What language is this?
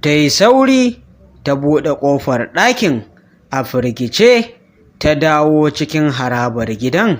Hausa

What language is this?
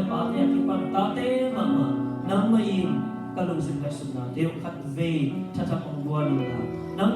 Tedim Chin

